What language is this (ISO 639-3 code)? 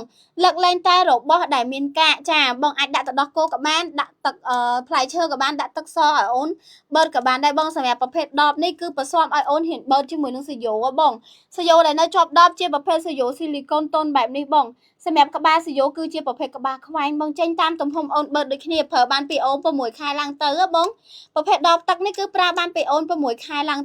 khm